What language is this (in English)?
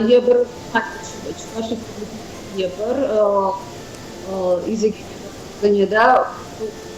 Chuvash